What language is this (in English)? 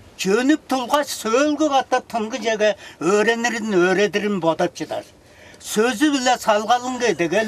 Tuvinian